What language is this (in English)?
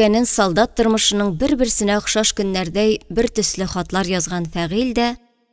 Tatar